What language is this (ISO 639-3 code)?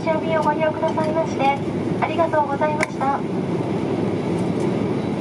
jpn